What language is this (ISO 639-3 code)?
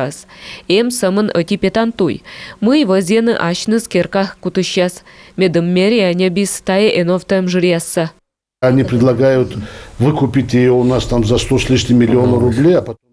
kom